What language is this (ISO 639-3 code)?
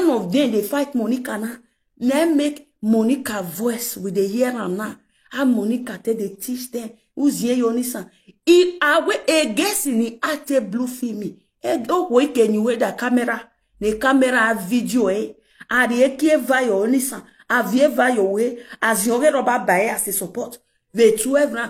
pcm